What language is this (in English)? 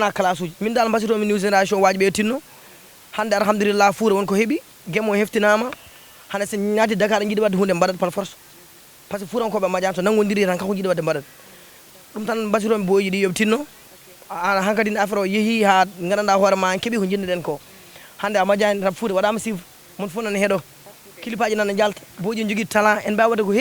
Fula